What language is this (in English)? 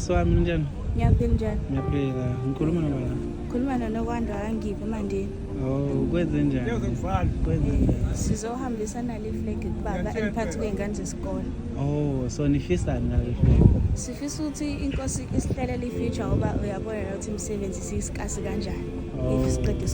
Zulu